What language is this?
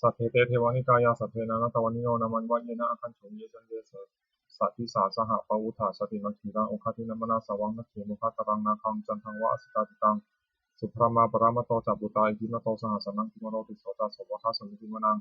Pali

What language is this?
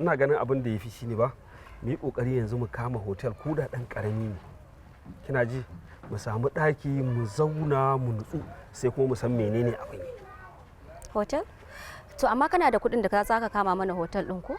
Hausa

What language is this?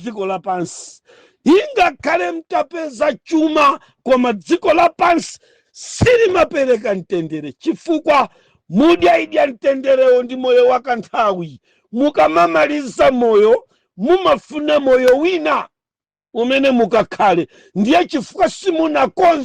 Nyanja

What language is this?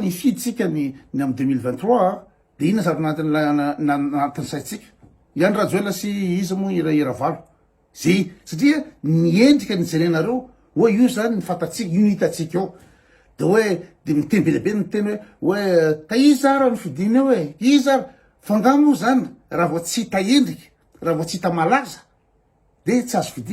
Malagasy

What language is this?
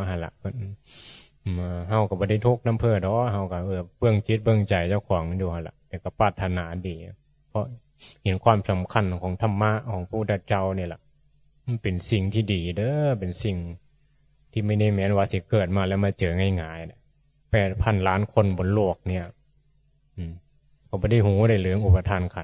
Northeastern Thai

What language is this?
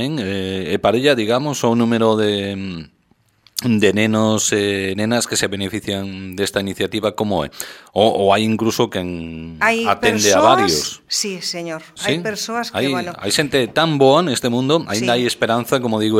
Galician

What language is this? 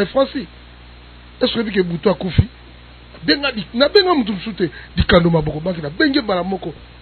Lingala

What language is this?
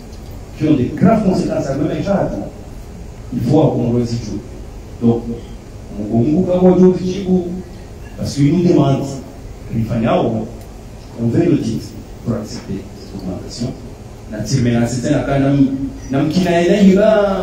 Swahili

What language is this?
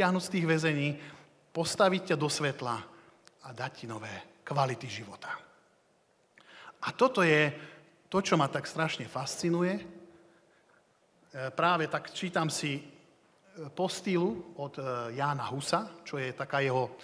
Slovak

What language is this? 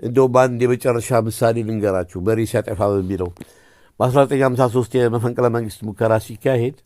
Amharic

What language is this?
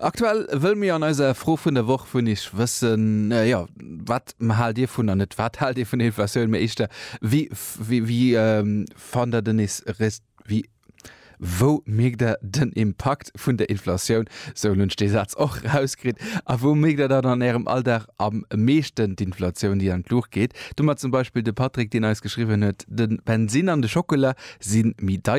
Luxembourgish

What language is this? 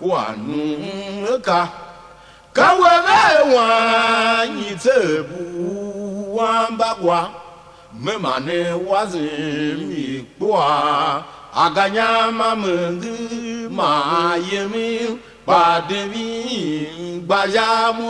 Tiv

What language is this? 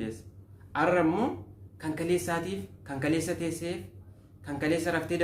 Oromo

